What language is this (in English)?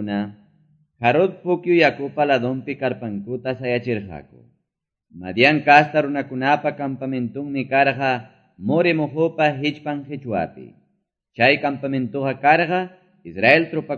Quechua